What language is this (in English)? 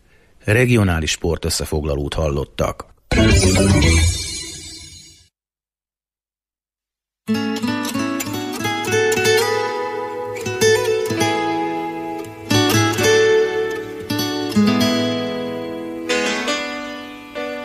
Hungarian